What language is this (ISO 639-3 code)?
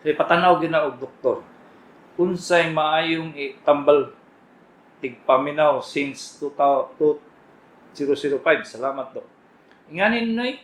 ceb